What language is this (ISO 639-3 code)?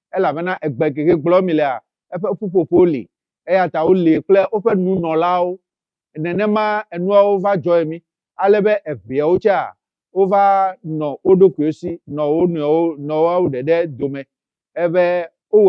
ewe